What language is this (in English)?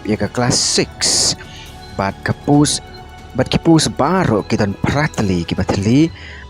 Khasi